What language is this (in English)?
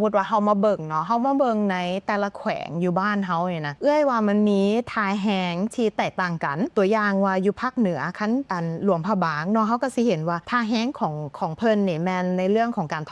Lao